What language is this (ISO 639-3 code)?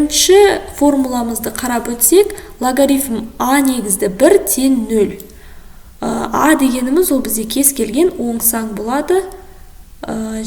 kaz